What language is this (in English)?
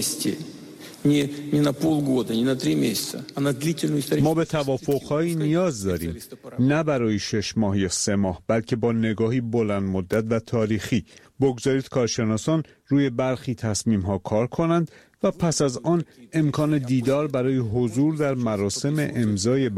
Persian